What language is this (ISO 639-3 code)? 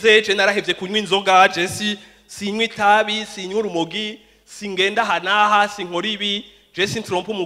run